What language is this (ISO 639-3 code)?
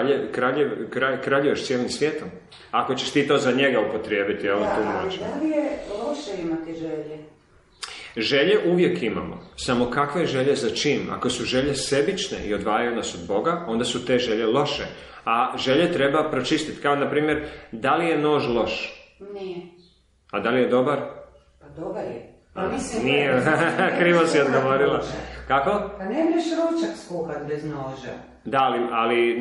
hrv